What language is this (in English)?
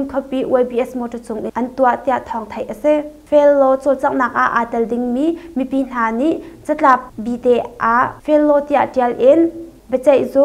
Hakha Chin